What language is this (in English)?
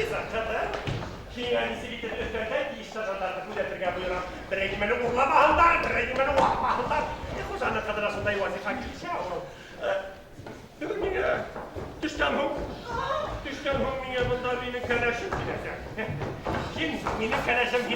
Bashkir